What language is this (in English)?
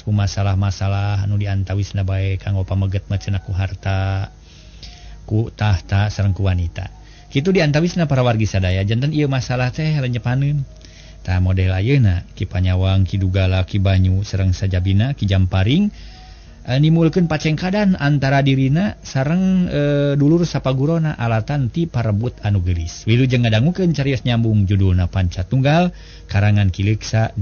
Sundanese